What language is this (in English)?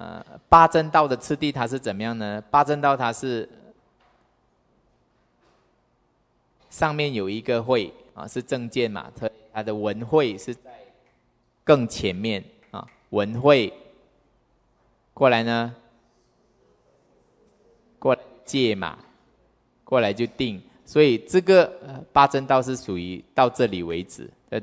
Chinese